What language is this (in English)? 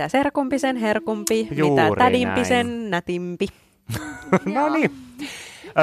Finnish